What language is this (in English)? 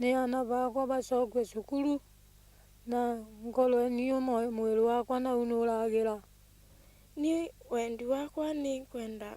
Meru